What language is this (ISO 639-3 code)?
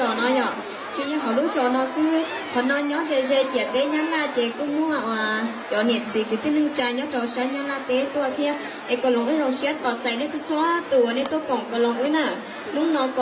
hmn